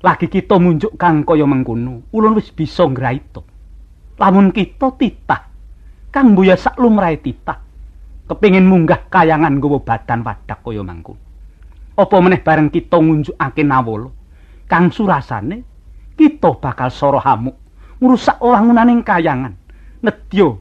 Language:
Javanese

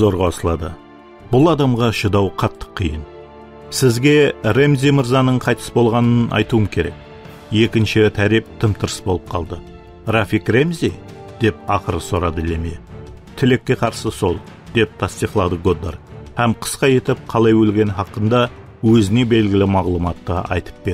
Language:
Kara-Kalpak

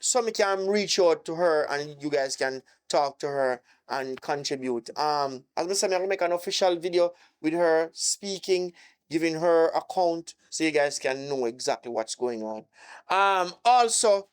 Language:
Jamaican Creole English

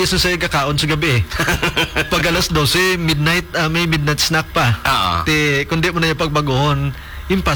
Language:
Hiligaynon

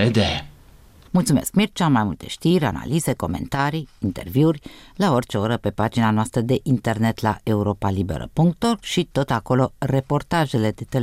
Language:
Romanian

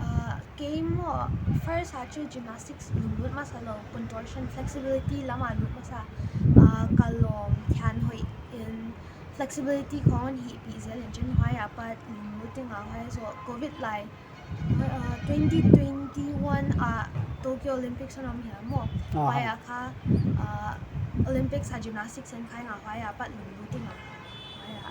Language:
Paite Chin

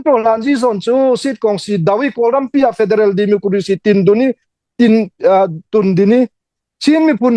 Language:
Hakha Chin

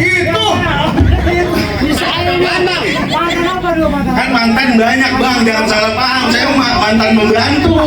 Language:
Betawi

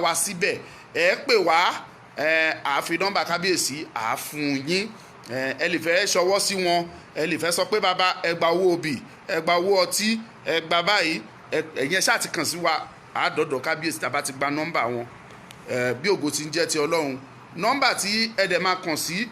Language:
Yoruba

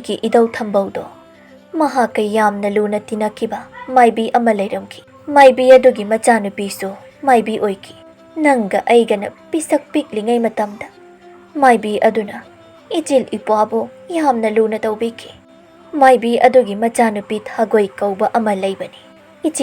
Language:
Manipuri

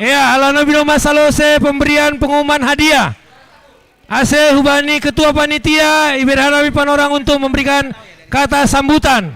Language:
Batak Simalungun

